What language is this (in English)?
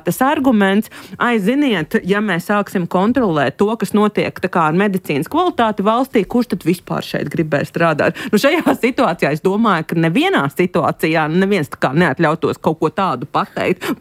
Latvian